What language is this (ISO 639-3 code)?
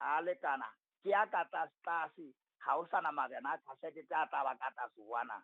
sot